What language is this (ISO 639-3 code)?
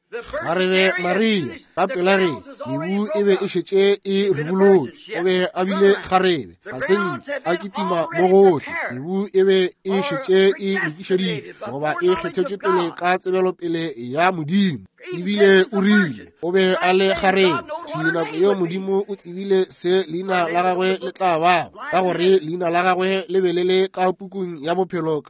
nso